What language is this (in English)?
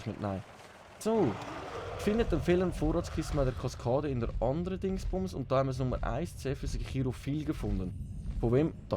Swiss German